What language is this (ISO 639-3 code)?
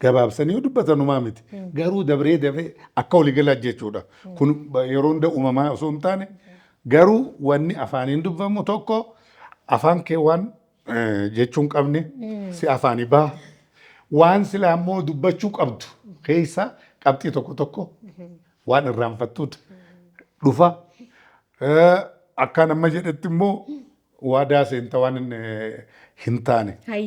orm